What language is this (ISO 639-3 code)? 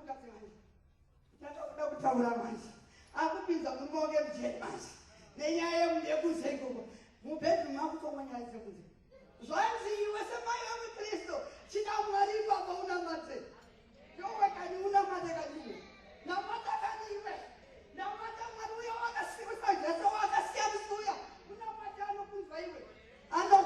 sna